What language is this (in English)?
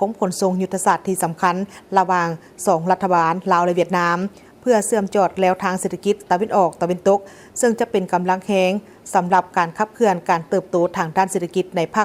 Lao